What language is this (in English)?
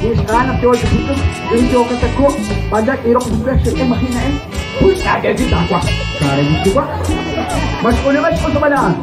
Kekchí